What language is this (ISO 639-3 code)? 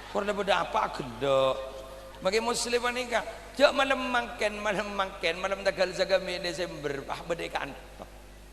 mad